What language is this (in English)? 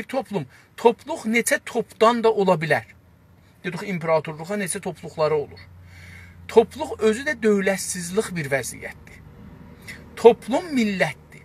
South Azerbaijani